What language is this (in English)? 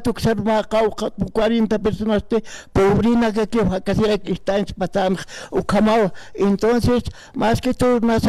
Aymara